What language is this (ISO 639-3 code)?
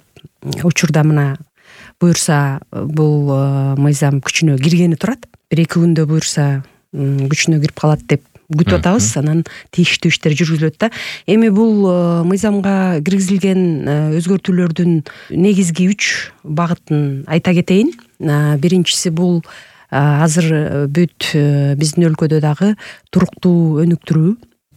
kir